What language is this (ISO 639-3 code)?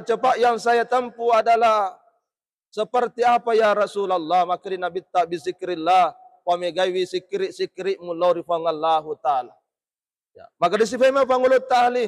bug